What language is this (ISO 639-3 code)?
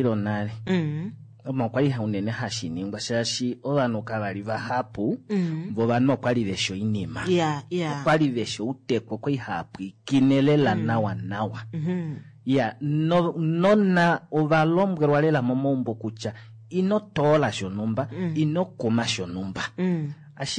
kua